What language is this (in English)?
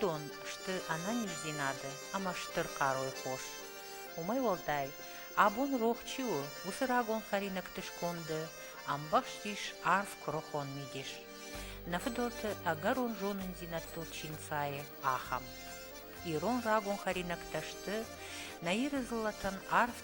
Ossetic